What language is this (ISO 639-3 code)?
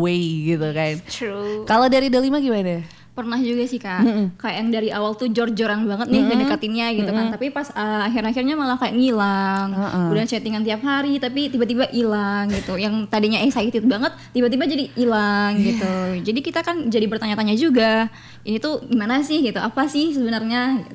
ind